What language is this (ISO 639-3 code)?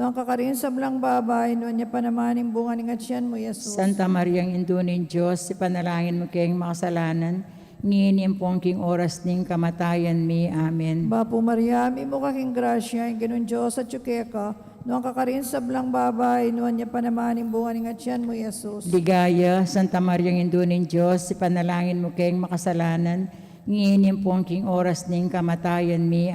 pam